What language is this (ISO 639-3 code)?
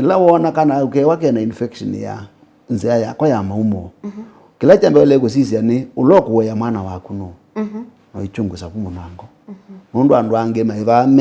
kam